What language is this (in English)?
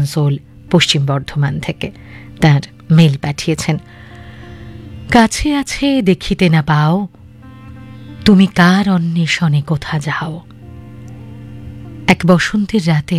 Bangla